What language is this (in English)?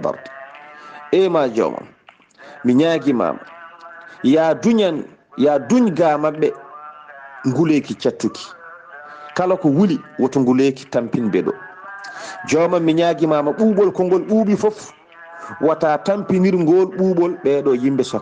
Fula